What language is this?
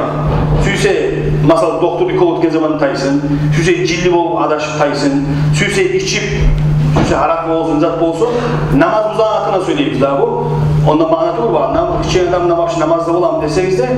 Kumyk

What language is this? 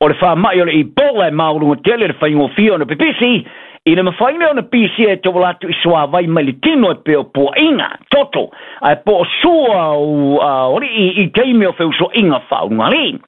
Samoan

